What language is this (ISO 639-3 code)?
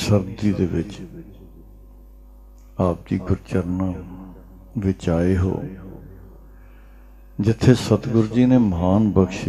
pan